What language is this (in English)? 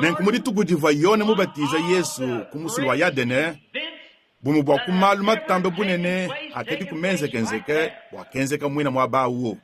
Luba-Lulua